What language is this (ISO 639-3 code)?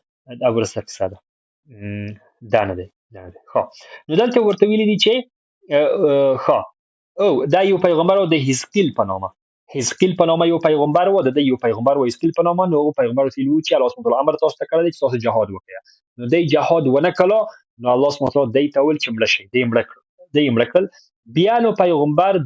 pus